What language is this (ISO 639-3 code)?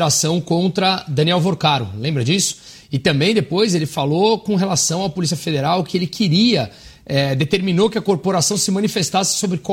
por